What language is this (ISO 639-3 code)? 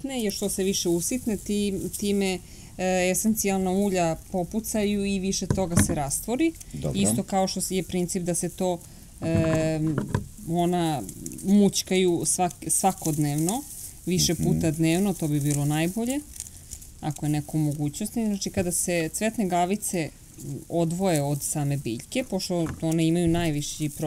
srp